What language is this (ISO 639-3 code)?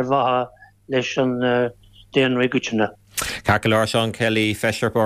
gle